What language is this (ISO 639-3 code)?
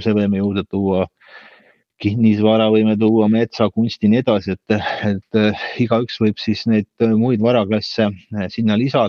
est